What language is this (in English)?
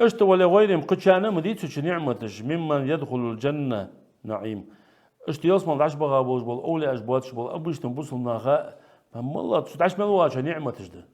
Ingush